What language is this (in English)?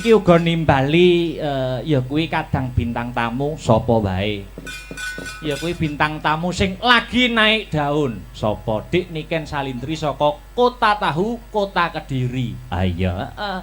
Javanese